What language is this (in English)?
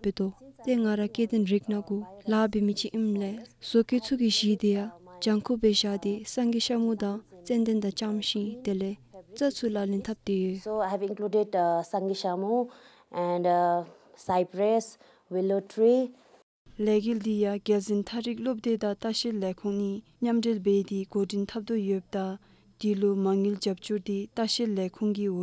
Dzongkha